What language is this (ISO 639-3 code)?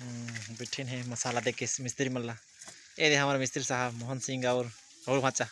hne